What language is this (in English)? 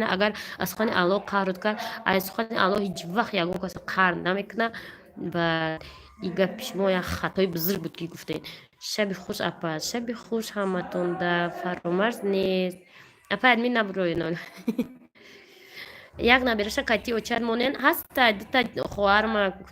Tajik